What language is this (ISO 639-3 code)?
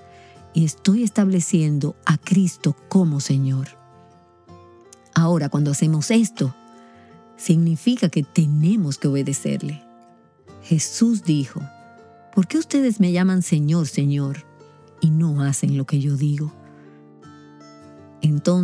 spa